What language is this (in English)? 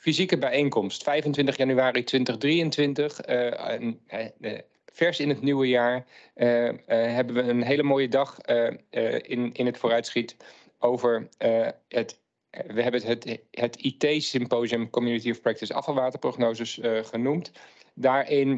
Dutch